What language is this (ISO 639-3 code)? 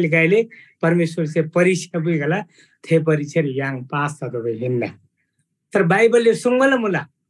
taj